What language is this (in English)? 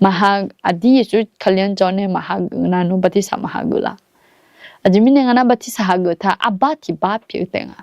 Akha